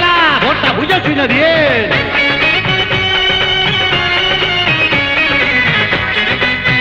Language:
Bangla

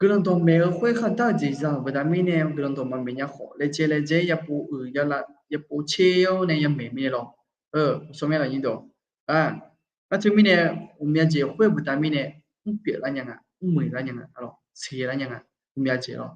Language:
Akha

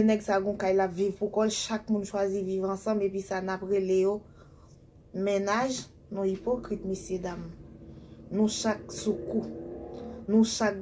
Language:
Haitian Creole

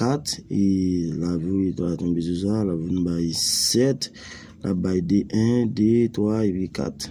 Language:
Haitian Creole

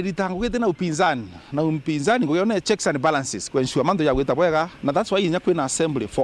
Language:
Meru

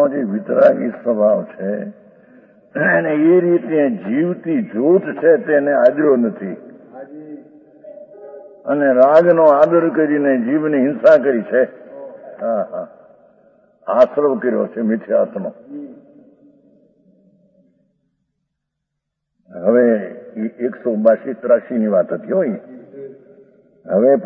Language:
Gujarati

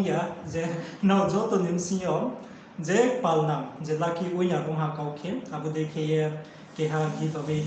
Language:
Riang (India)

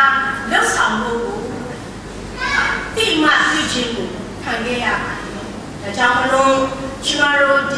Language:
Burmese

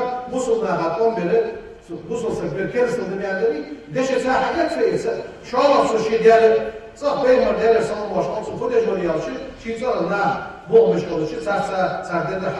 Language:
Ingush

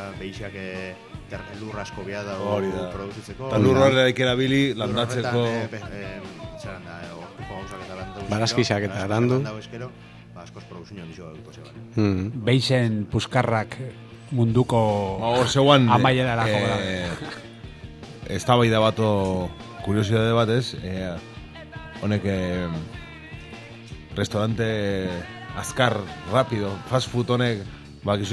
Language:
Basque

